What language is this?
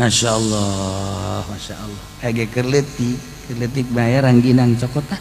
Sundanese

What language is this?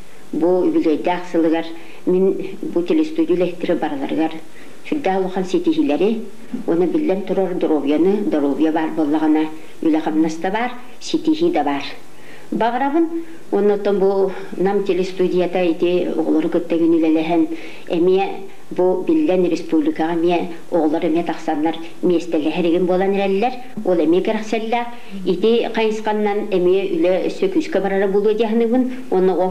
Yakut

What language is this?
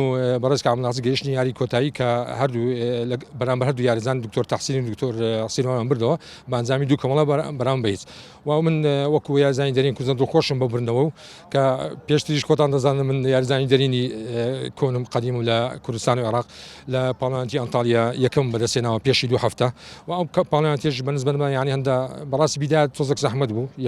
Central Kurdish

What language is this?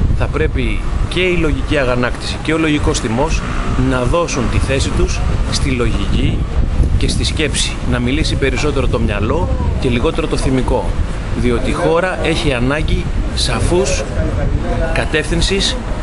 Greek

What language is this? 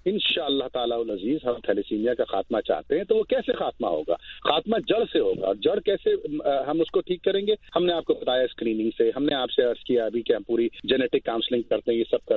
Urdu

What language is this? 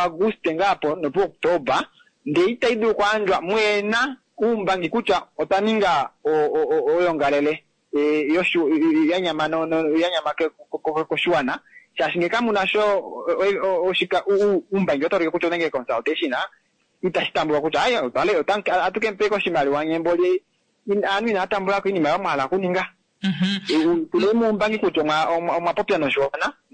Kuanyama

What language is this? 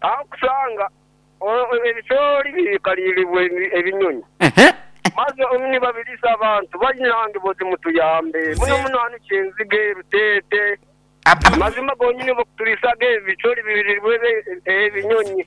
Nyoro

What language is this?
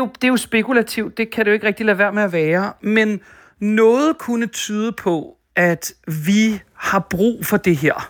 Danish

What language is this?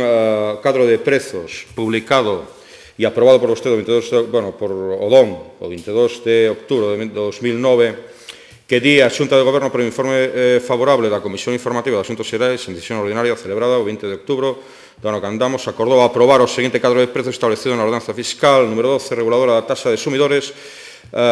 Galician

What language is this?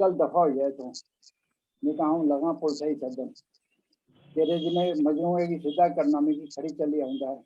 Dogri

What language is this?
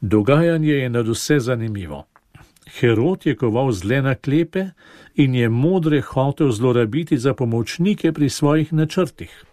Slovenian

